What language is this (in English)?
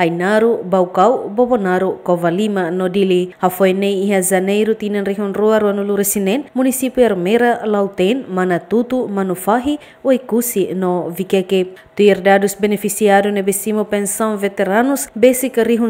Tetum